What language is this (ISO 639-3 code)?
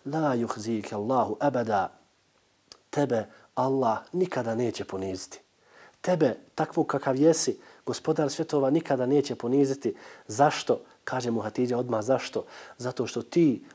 bos